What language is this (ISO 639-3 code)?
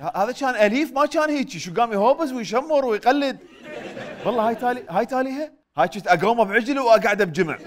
acm